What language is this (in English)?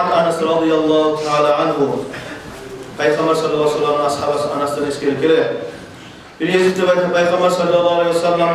Kumyk